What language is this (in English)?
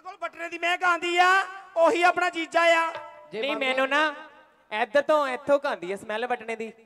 Punjabi